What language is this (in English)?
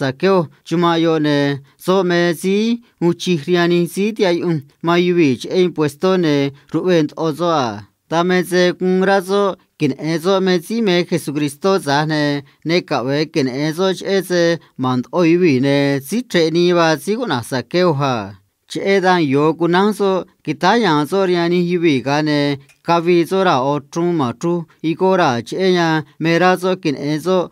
Copala Triqui